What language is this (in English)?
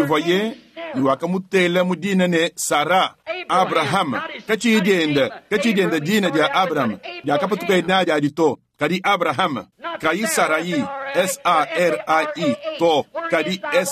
Luba-Lulua